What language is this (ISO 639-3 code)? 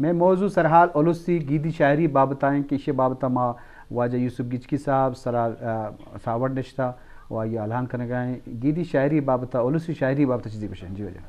bgp